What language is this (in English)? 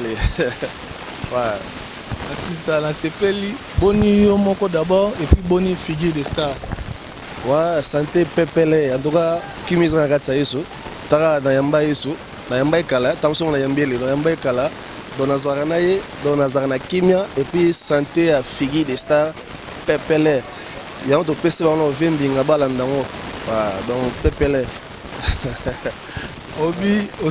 Lingala